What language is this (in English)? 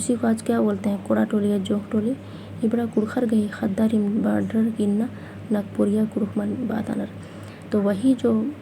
Kurukh